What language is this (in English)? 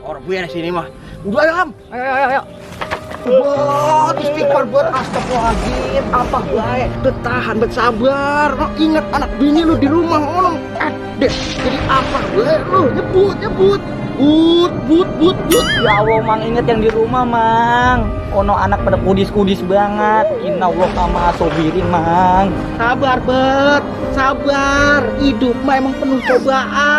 Betawi